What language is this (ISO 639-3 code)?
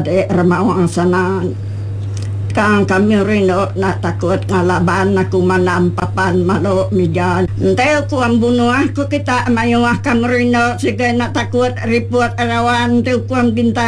iba